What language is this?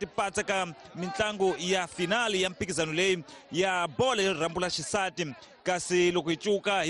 Tsonga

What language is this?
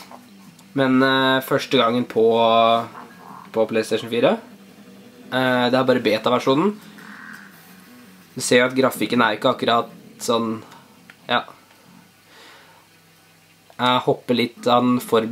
Norwegian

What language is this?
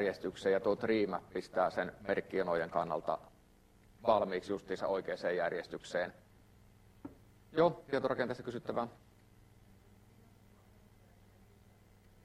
Finnish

